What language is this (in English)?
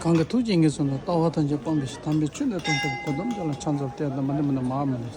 Tibetan